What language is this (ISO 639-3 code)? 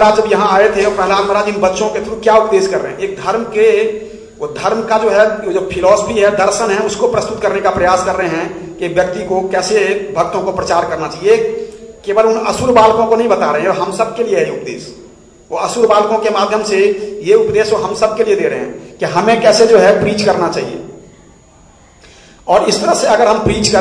hin